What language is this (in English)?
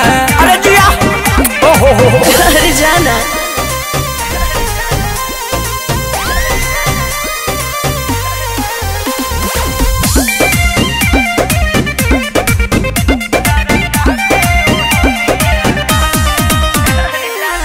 Bhojpuri